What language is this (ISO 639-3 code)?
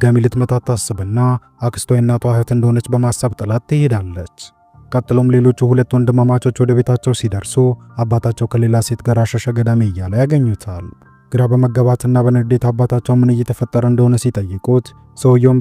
amh